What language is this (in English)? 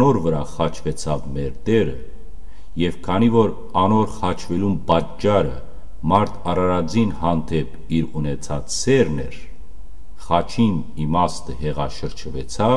Western Armenian